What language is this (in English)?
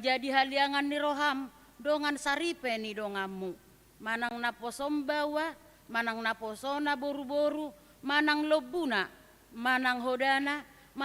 Batak Toba